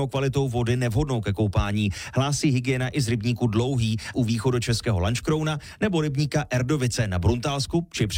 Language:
Czech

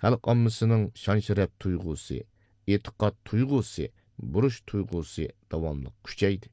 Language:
Uyghur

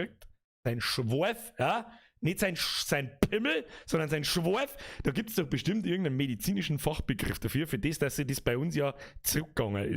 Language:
Bavarian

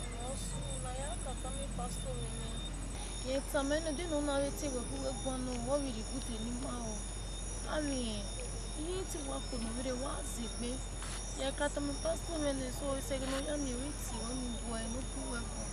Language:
Bini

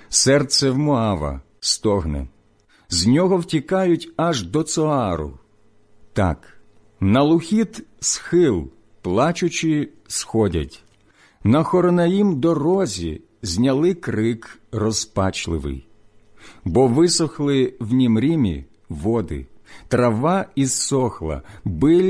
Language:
Ukrainian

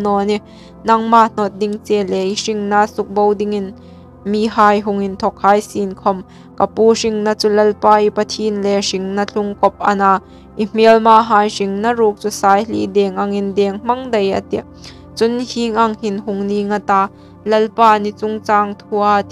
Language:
Hmar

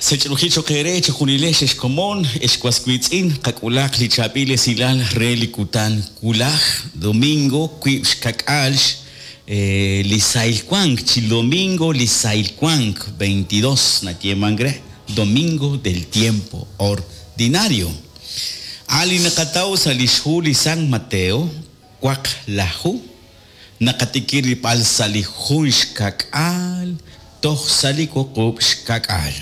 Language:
Kekchí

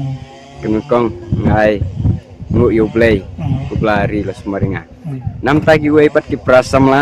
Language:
Khasi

